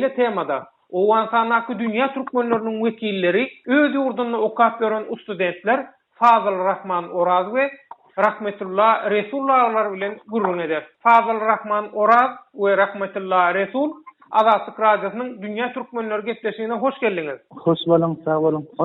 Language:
Turkmen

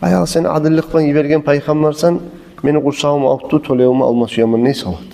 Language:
Kumyk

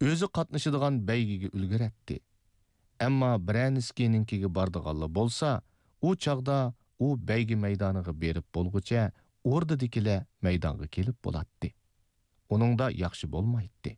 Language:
Uyghur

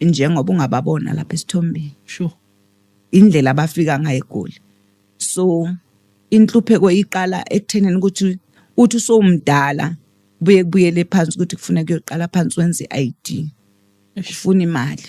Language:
Zulu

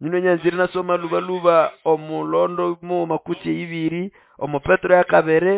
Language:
Nande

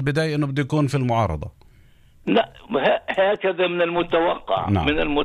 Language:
North Levantine Arabic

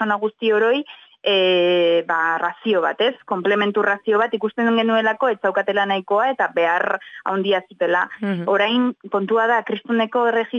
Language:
Basque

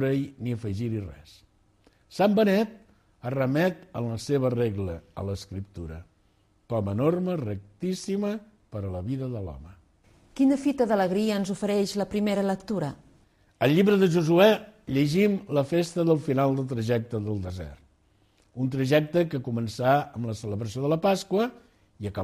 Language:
Catalan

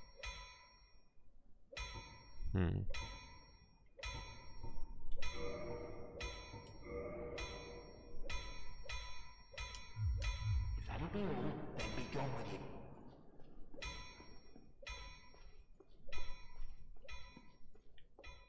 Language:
English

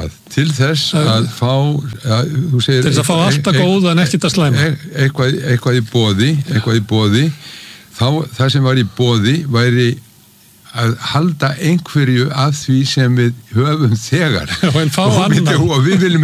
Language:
Icelandic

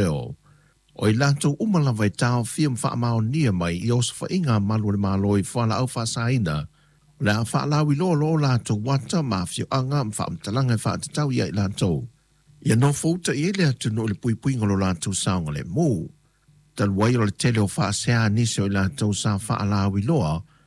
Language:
Samoan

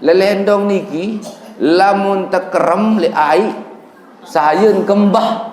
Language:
Sasak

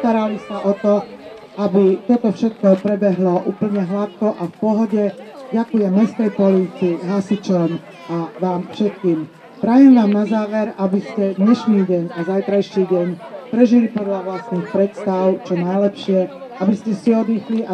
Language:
Slovak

